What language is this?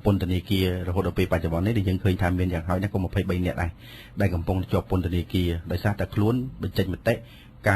Khmer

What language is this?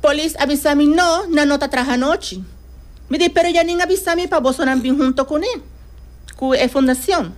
Papiamento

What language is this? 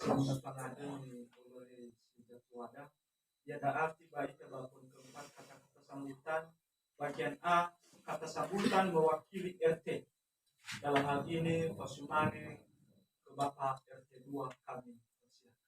Nias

